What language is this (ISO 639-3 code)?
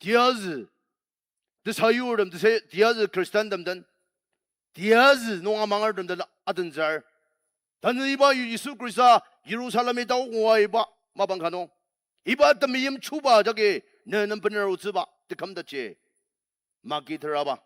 njo